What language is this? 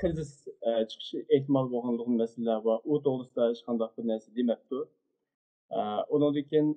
Uyghur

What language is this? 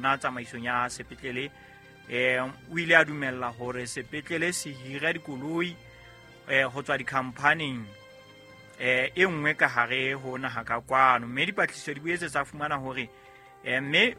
Southern Sotho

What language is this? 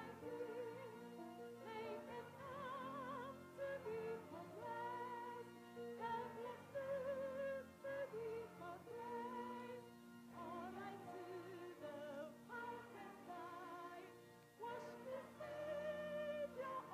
Ewe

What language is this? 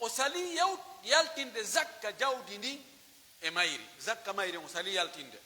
Pular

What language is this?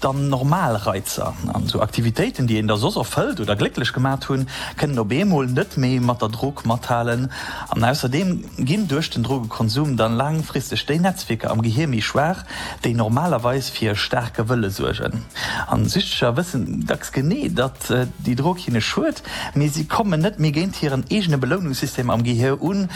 Luxembourgish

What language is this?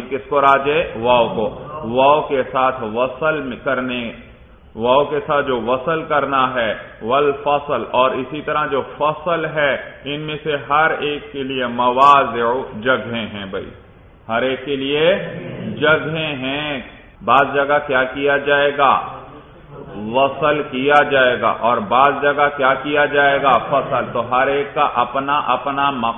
Urdu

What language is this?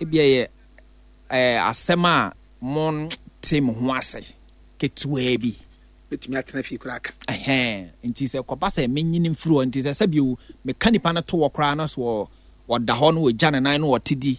Akan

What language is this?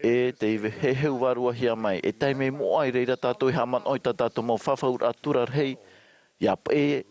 Tahitian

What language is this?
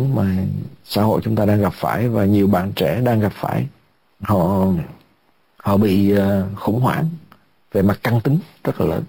Vietnamese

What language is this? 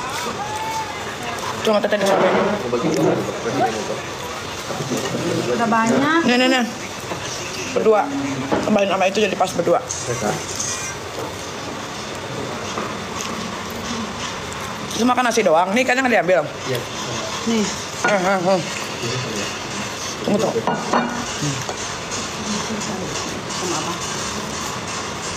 Indonesian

